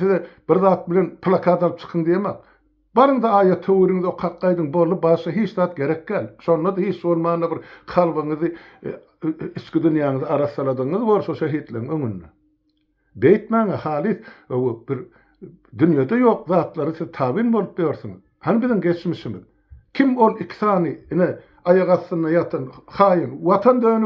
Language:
Turkmen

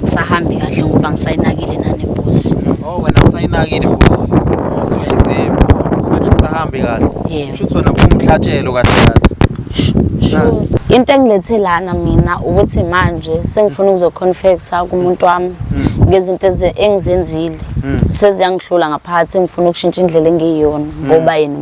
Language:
Zulu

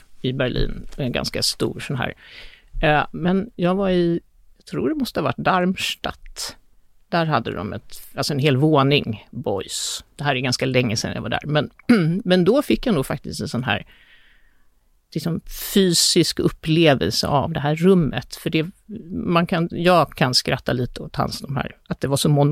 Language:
Swedish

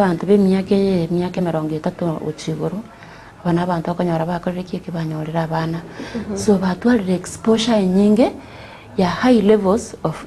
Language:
Gusii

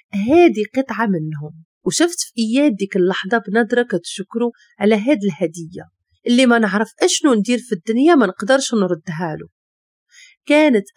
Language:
Moroccan Arabic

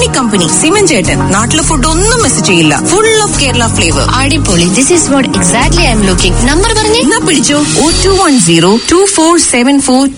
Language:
Malayalam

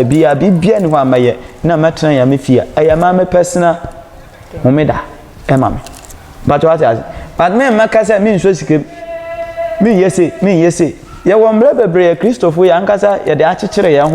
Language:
Akan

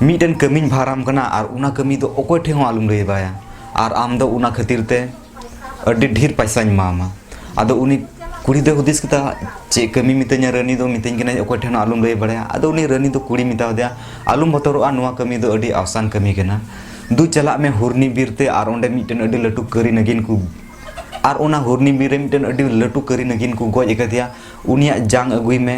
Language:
Santali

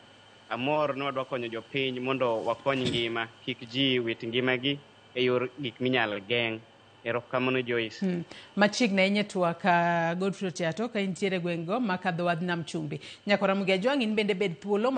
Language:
Luo (Kenya and Tanzania)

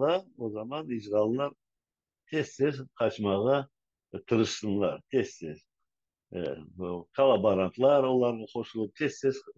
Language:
Crimean Tatar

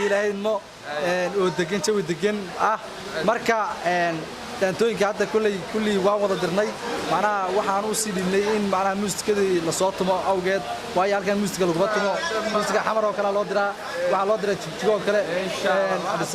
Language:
Somali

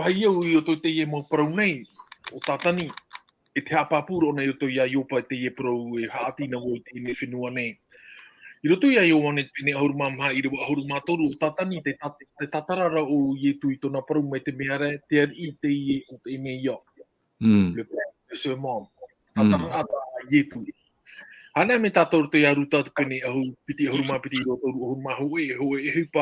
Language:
Tahitian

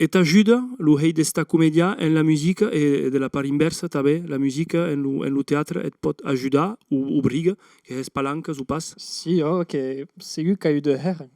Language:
Occitan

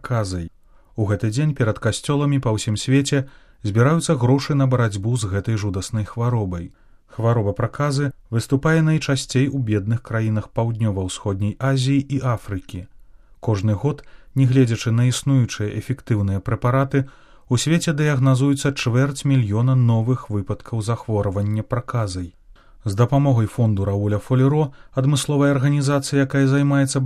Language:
Belarusian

